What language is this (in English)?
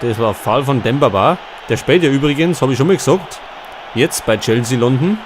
Bavarian